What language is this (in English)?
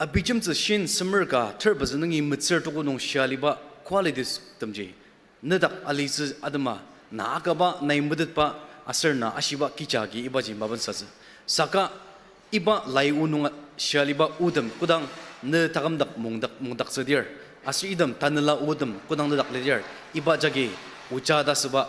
Ao Naga